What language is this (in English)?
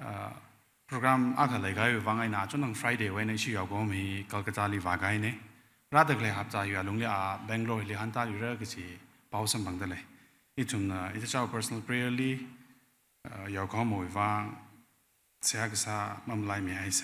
Tangkhul Naga (India)